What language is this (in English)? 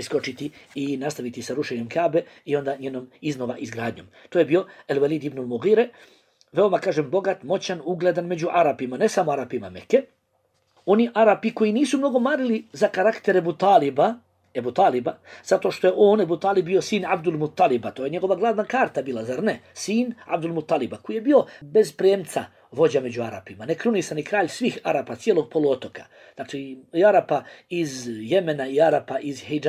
Bosnian